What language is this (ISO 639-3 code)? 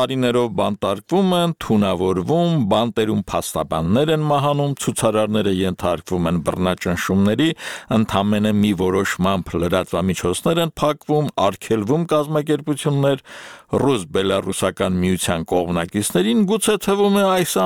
hye